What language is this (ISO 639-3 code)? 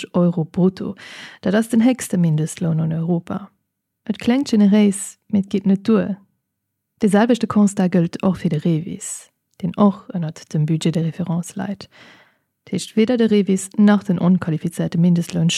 ltz